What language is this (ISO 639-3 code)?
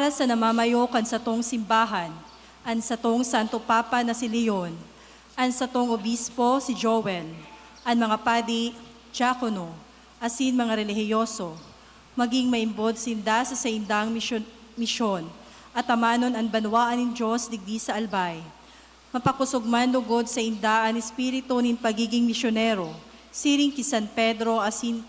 bik